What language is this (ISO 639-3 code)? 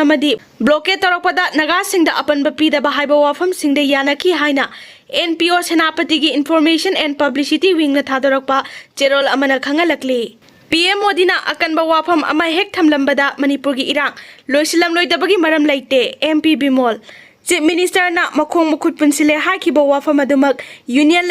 mni